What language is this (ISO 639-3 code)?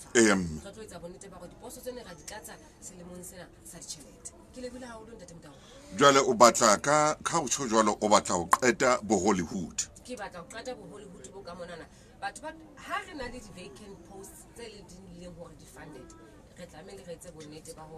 sot